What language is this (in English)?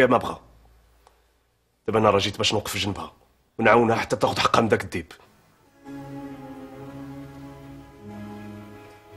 Moroccan Arabic